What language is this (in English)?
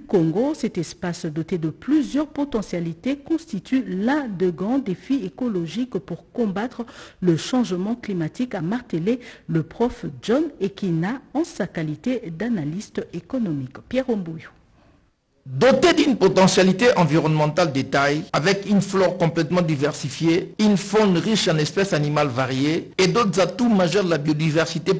French